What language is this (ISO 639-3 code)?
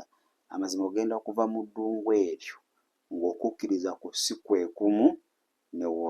lug